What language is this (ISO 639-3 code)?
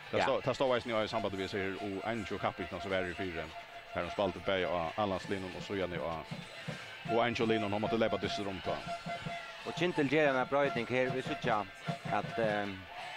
fao